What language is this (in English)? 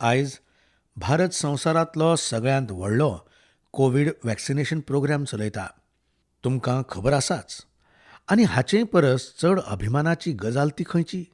Konkani